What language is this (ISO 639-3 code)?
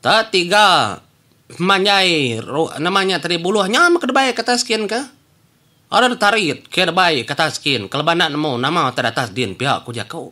iba